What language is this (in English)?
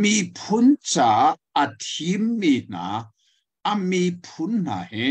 Hakha Chin